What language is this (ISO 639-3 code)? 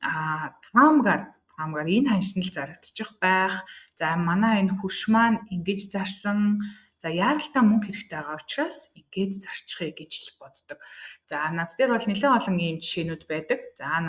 mon